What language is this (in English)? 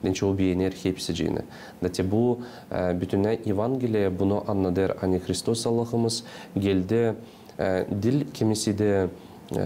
Gagauz